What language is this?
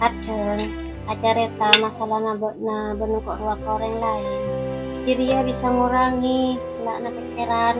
Madurese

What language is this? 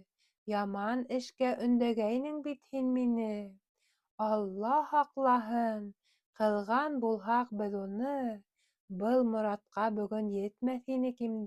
Bashkir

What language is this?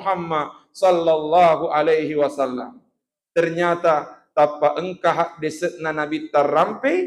Buginese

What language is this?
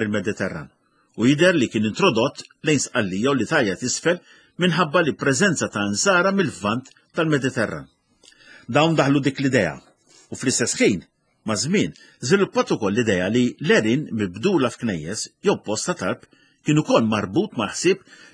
Maltese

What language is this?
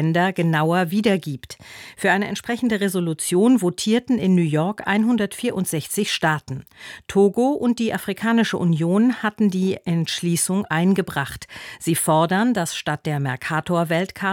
German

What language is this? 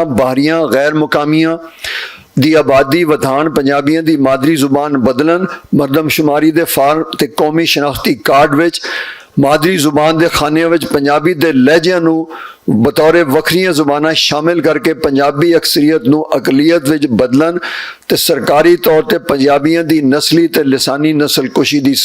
Western Panjabi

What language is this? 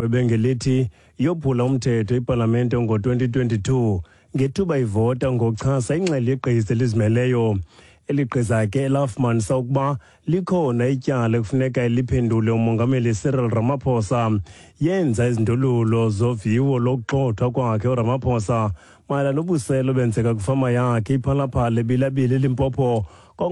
Xhosa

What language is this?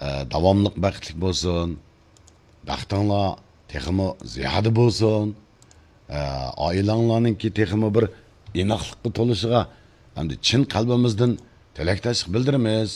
Uyghur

